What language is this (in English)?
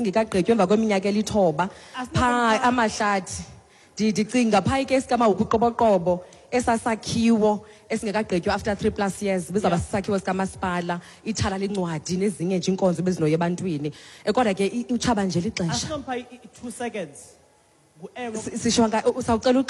Xhosa